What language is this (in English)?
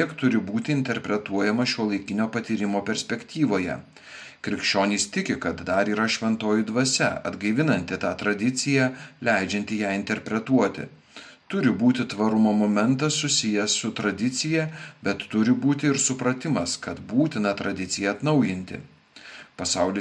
Lithuanian